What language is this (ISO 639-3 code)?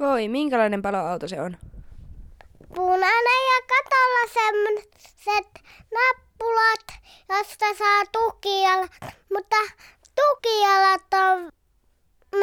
fin